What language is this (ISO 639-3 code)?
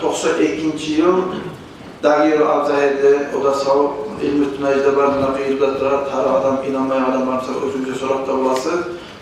kum